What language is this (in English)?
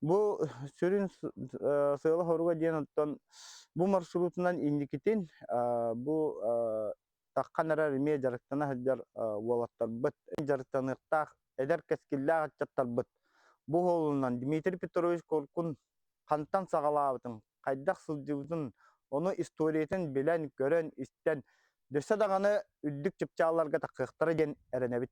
Yakut